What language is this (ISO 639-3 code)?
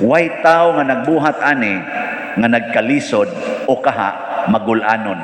ceb